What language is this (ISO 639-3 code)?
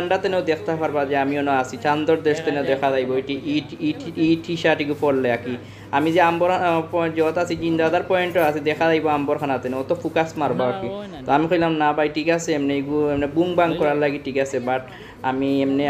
syl